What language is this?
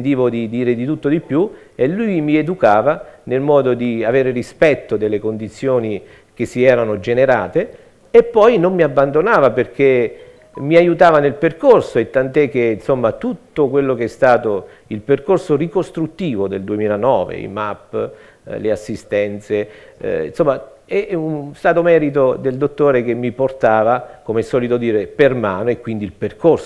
Italian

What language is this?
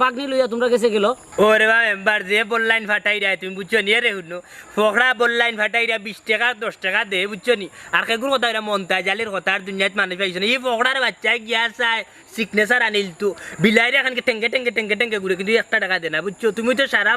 Sylheti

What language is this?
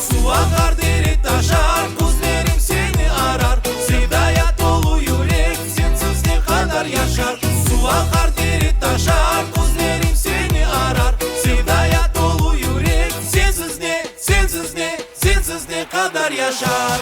Crimean Tatar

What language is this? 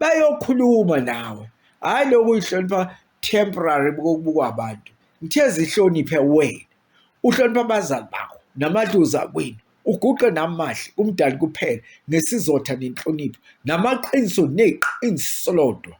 Zulu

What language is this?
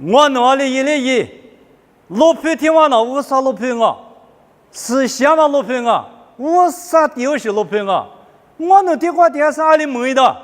Lisu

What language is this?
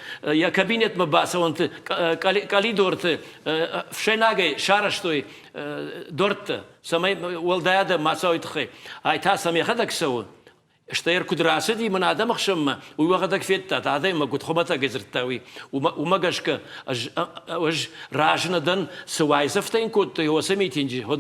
Ossetic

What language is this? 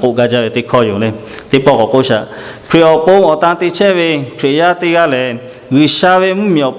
Lahu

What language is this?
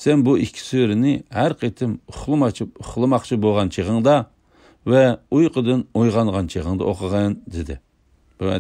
Uyghur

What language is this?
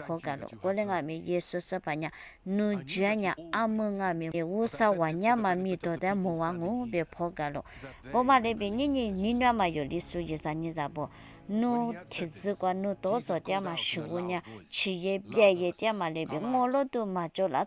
Lisu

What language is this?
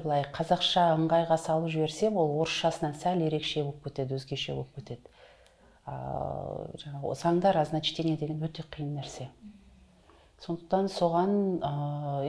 Kazakh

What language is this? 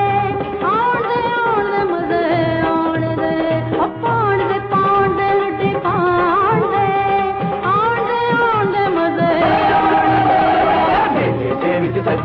Punjabi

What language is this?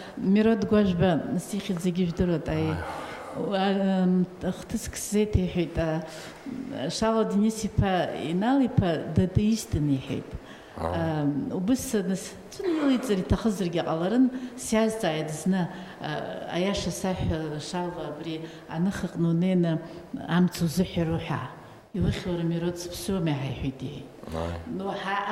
Abkhazian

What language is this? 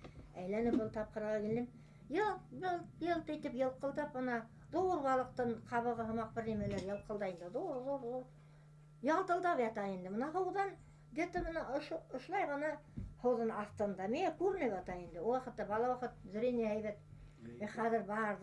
Bashkir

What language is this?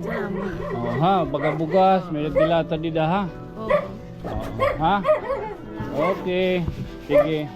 Waray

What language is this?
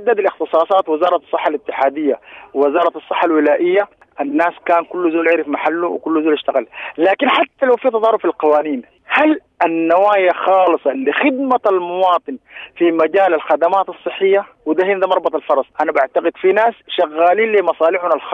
Sudanese Arabic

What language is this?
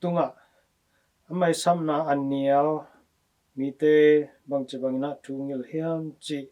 Tedim Chin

